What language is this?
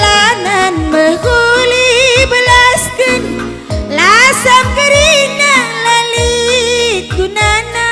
Batak Karo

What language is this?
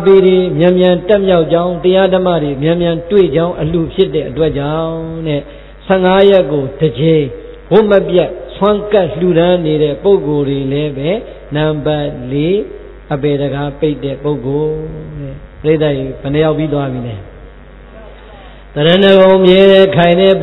Burmese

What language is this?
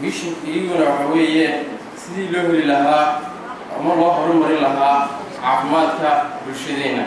Somali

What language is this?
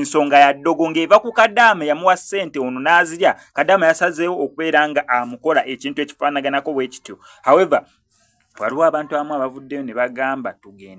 Ganda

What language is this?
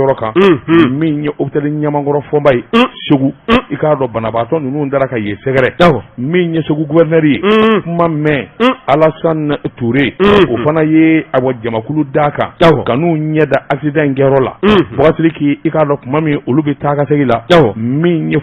Bambara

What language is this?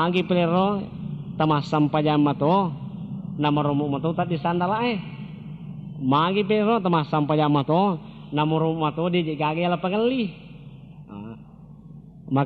Buginese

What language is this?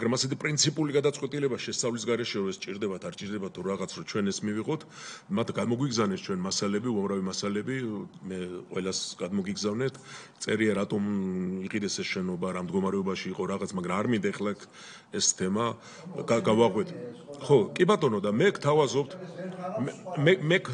Georgian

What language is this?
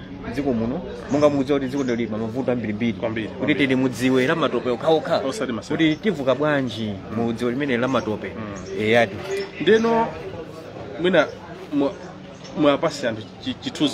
Nyanja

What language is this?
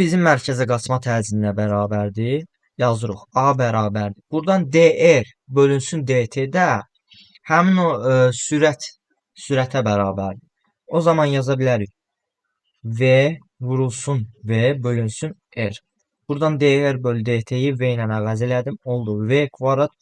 Azerbaijani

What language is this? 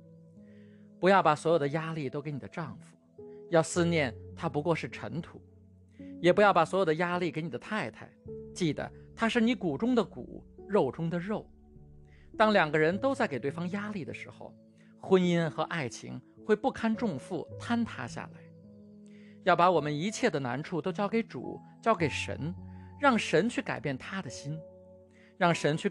Chinese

